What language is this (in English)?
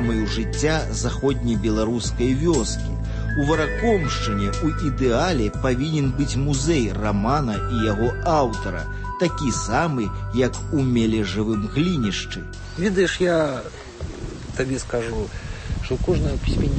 Belarusian